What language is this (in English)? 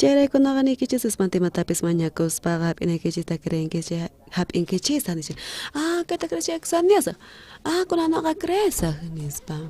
South Bolivian Quechua